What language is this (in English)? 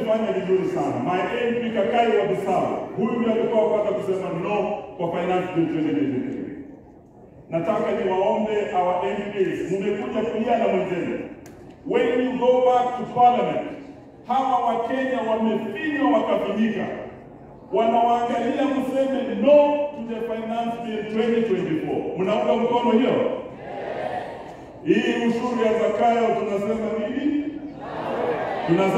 Swahili